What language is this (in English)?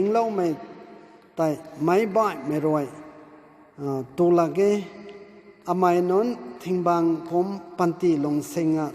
Rongmei Naga